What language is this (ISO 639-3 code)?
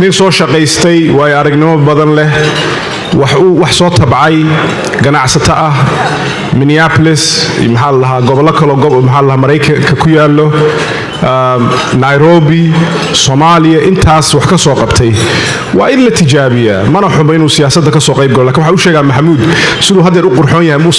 som